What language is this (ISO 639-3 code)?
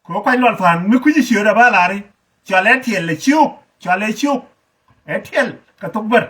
nus